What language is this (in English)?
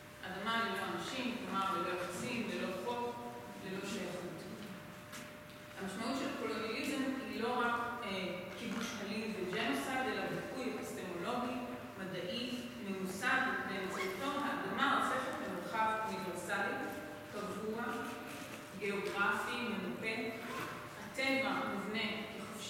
Hebrew